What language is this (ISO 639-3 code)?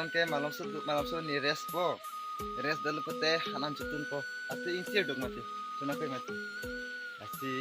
mjw